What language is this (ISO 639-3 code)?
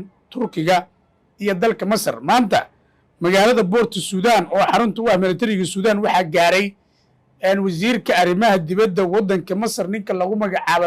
som